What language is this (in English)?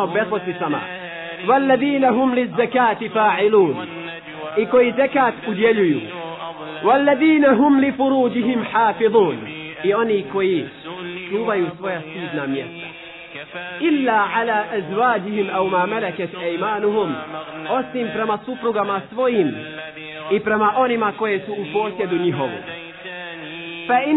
Bosnian